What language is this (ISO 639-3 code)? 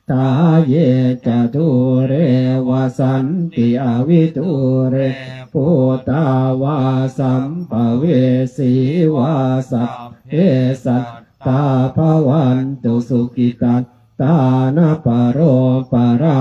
pli